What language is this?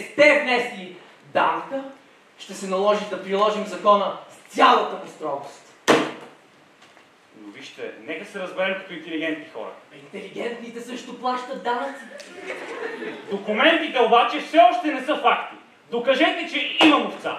Bulgarian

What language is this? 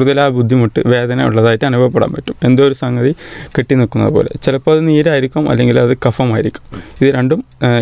Malayalam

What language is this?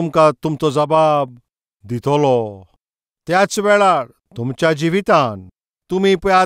Konkani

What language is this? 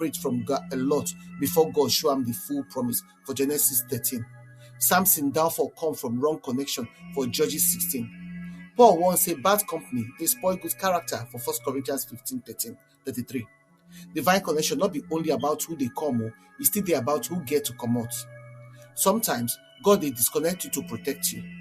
Nigerian Pidgin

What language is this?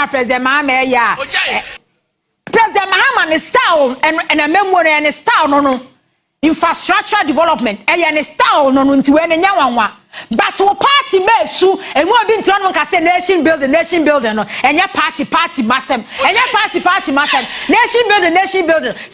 Akan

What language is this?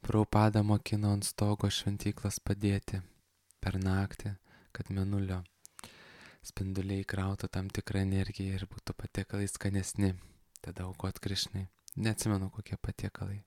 Lithuanian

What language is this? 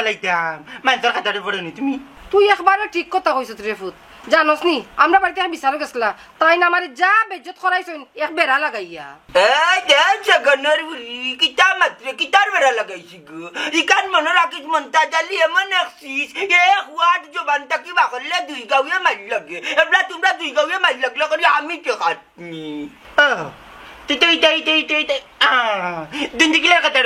Sylheti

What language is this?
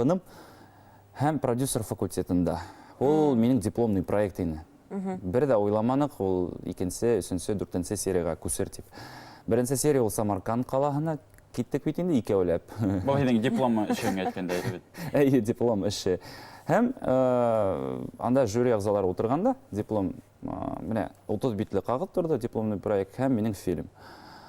Bashkir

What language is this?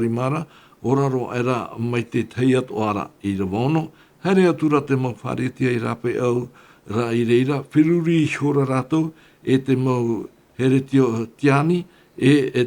Tahitian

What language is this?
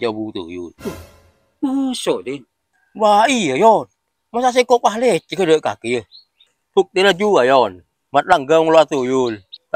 Madurese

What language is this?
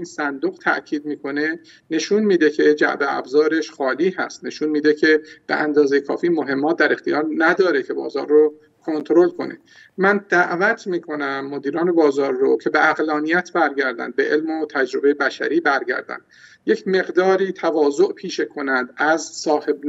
Persian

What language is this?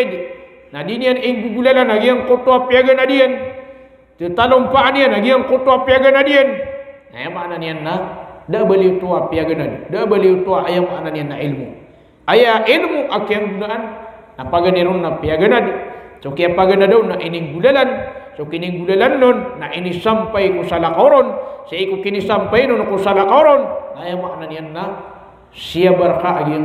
Maranao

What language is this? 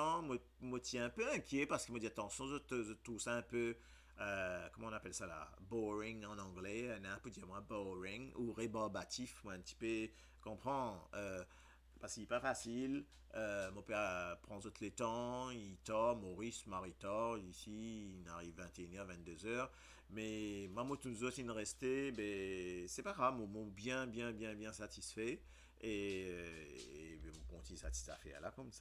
Morisyen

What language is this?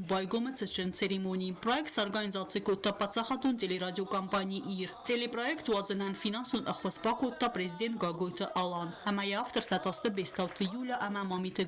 Ossetic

